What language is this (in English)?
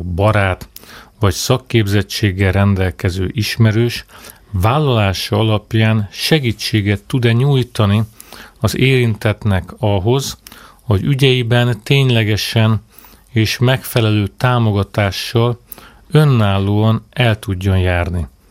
Hungarian